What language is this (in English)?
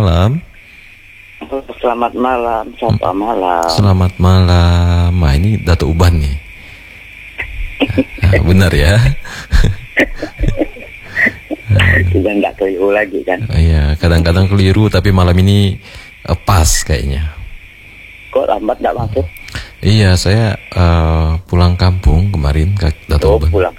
Indonesian